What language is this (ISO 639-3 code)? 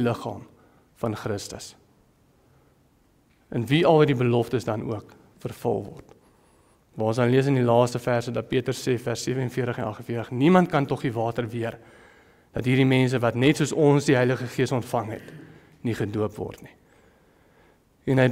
afr